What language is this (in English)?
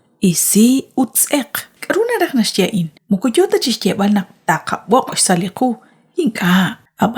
Kekchí